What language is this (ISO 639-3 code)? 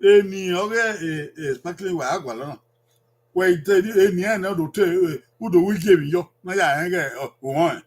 bin